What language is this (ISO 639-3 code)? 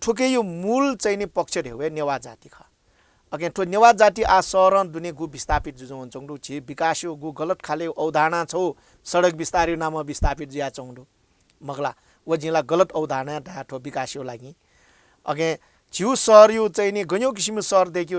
new